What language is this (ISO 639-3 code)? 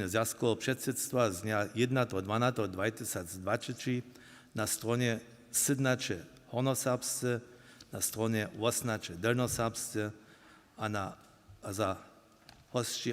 hsb